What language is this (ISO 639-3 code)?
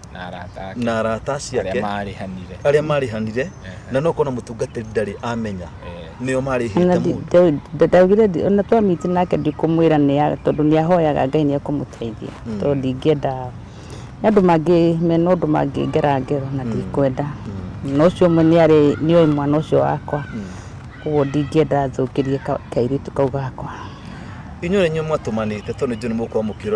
kik